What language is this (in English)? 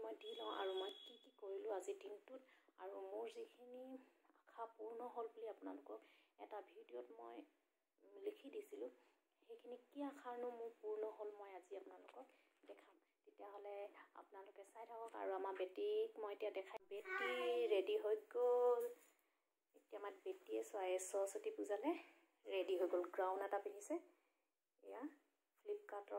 Assamese